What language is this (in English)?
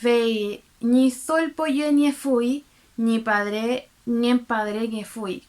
Mapuche